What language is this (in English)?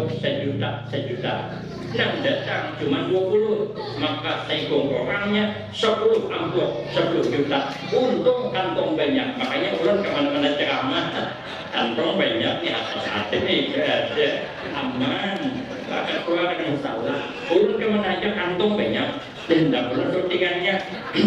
Banjar